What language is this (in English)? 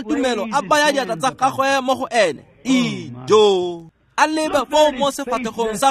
Tswana